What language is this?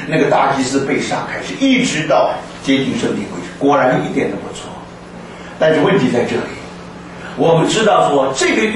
Chinese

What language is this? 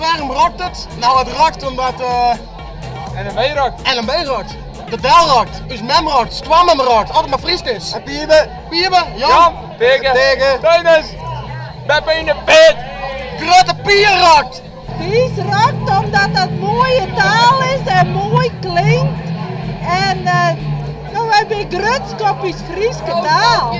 Western Frisian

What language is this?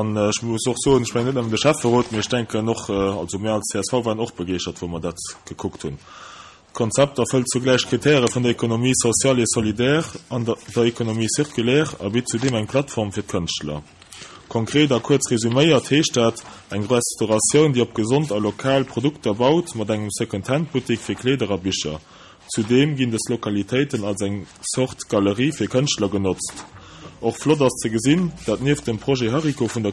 Luxembourgish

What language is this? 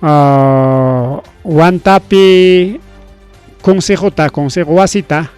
Ayacucho Quechua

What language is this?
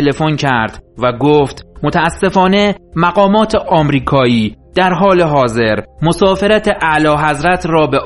Persian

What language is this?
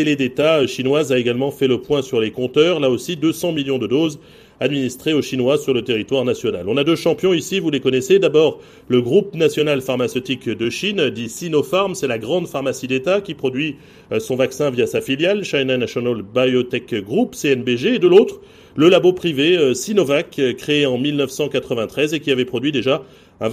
French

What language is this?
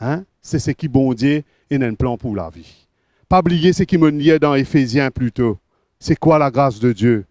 Morisyen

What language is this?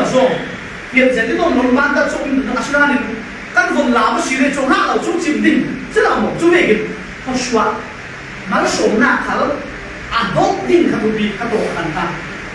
Falam Chin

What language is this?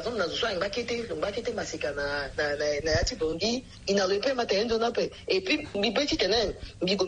Sango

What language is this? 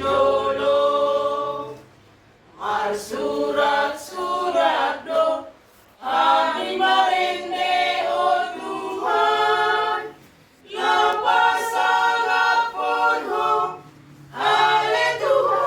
Batak Toba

